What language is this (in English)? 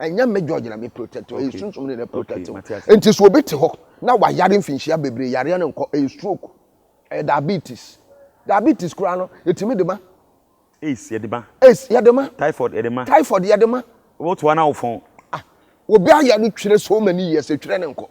Akan